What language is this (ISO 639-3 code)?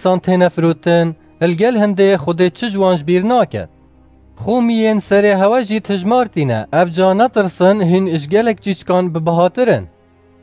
kur